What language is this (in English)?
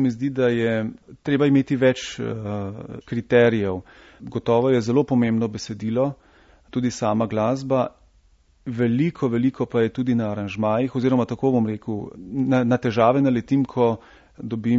Slovenian